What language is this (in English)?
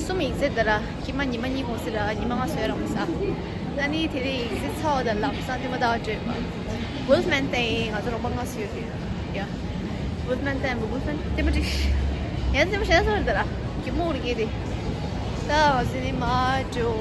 Tibetan